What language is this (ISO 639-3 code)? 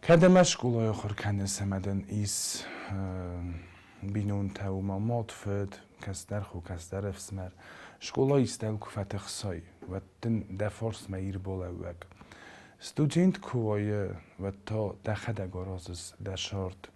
oss